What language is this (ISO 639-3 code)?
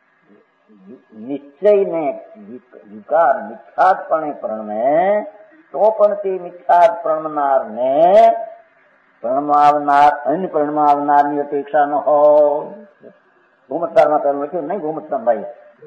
guj